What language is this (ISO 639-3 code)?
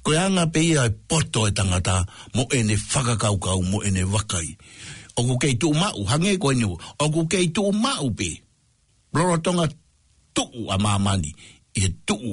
ton